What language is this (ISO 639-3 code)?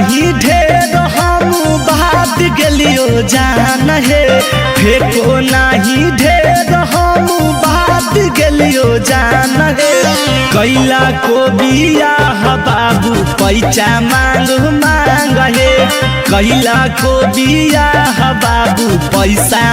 mag